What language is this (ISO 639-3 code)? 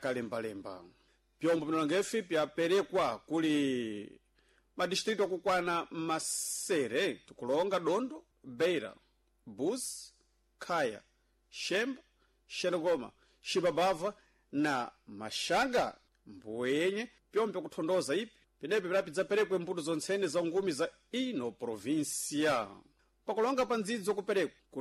seh